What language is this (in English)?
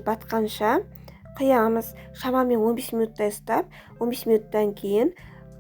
Kazakh